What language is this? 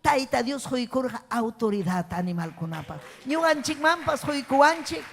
Ayacucho Quechua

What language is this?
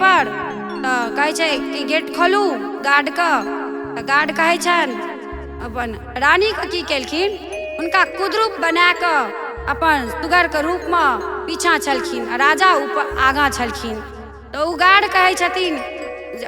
Maithili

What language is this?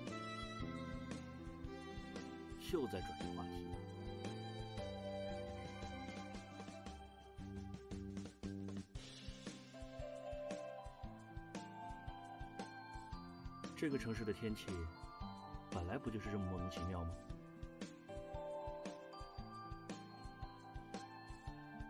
Chinese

